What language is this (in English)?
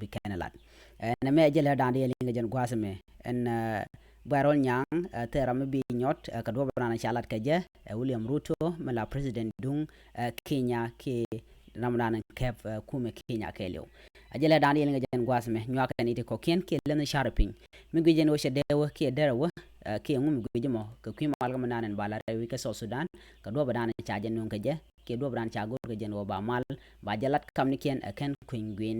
Nuer